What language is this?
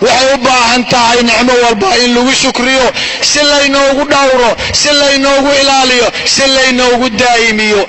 Somali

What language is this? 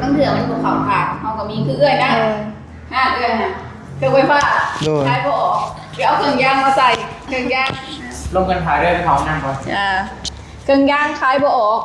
Lao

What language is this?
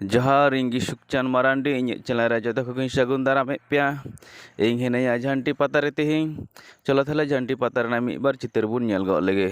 Santali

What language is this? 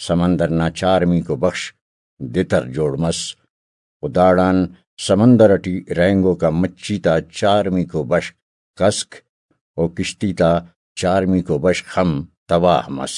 Brahui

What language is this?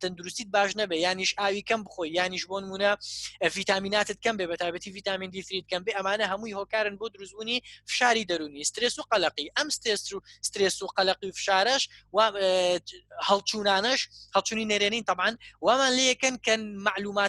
Central Kurdish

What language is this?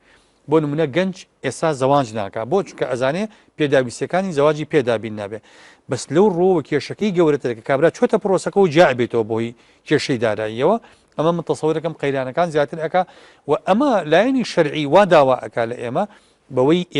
Central Kurdish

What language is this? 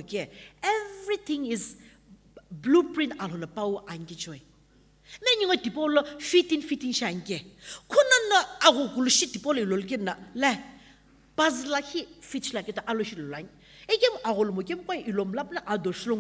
Sumi Naga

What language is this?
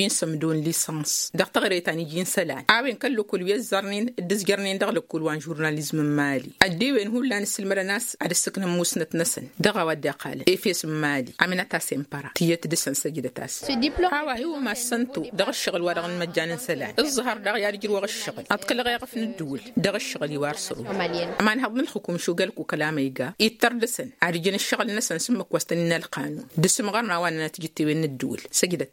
Tamasheq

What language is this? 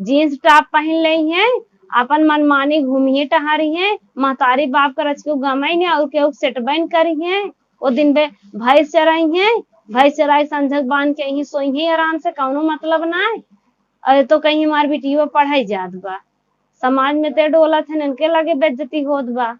Awadhi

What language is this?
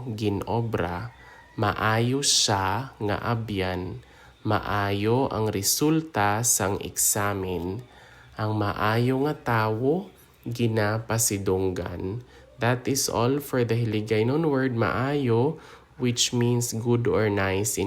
Hiligaynon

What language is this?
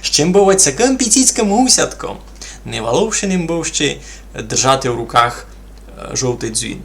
Rusyn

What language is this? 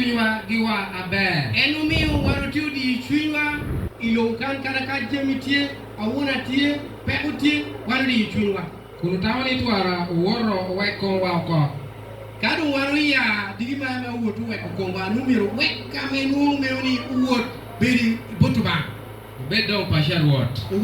Acoli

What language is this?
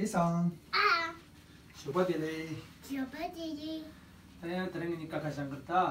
Tibetan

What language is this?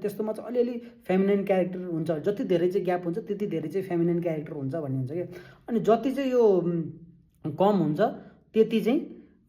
Nepali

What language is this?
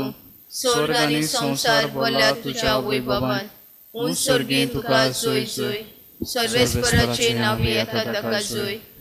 Konkani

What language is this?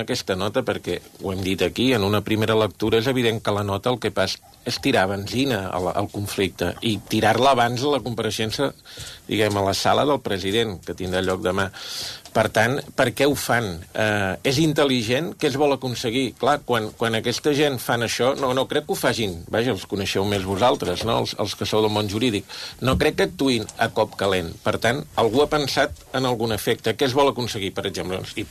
Catalan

